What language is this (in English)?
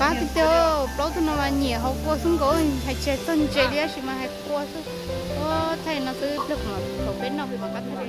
Hmong